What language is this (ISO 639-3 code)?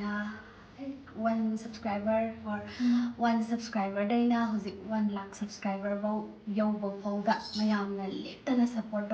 mni